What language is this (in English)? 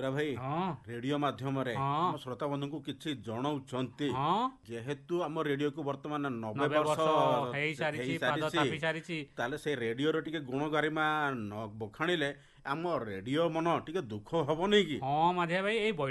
Odia